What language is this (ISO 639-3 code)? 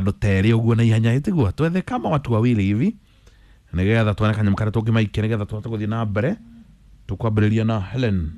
kik